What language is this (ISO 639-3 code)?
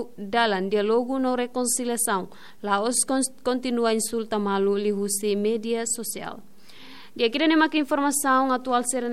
tet